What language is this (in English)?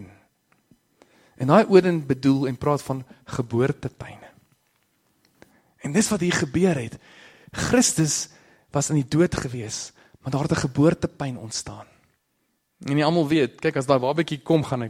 Afrikaans